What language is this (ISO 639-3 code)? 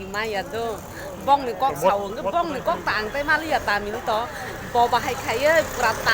trp